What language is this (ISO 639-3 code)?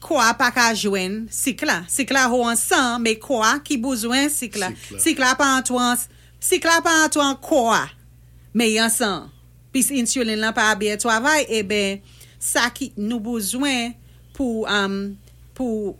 acf